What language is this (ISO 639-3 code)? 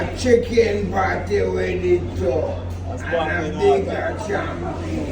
jam